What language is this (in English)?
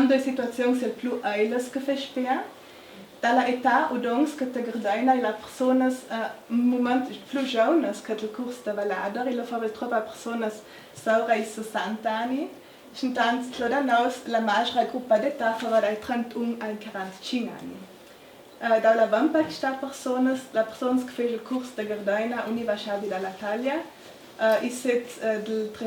Ladin